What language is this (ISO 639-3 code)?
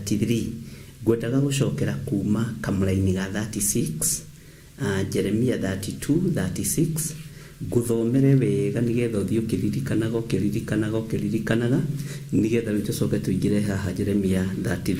kik